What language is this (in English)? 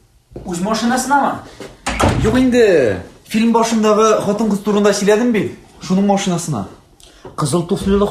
Tatar